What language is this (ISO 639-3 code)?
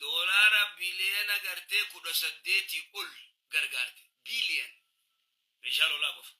orm